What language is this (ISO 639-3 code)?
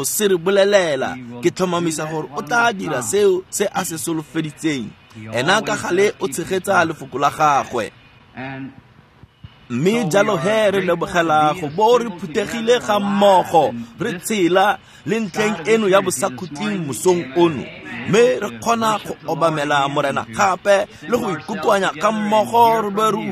tsn